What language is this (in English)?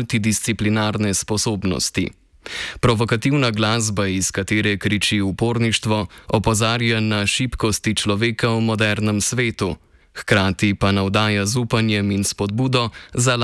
Slovenian